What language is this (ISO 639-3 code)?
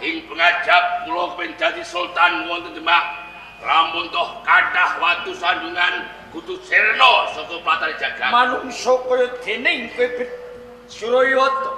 jav